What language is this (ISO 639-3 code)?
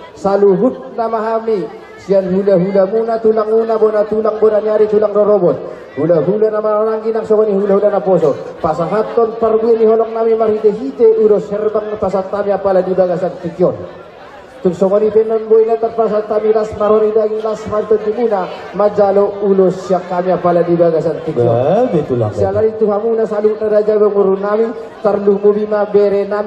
bbc